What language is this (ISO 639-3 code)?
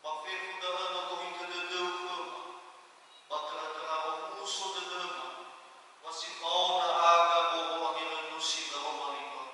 nia